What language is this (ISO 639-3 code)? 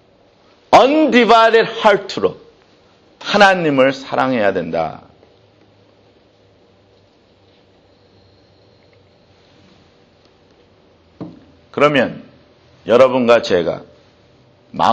kor